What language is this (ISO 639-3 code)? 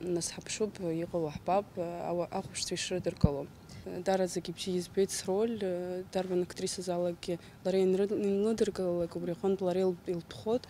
abk